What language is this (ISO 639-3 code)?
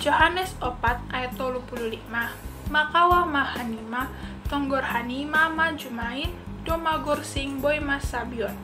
bts